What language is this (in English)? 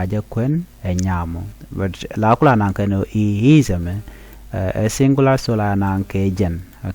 Nuer